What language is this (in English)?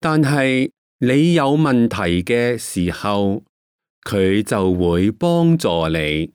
Cantonese